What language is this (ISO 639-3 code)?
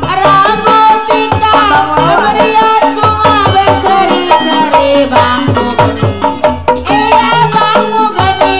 bew